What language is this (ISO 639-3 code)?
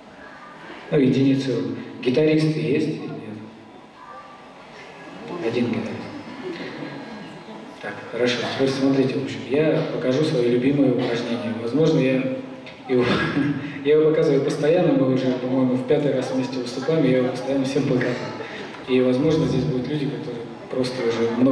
rus